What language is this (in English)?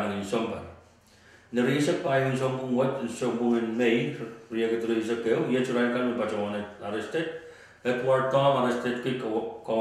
Pohnpeian